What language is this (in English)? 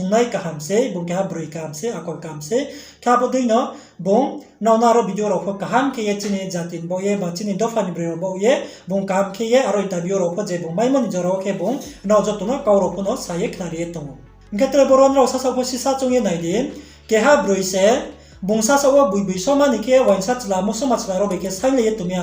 Riang (India)